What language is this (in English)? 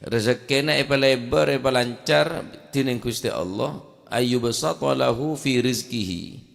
Madurese